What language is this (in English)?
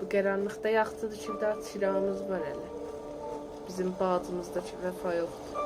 South Azerbaijani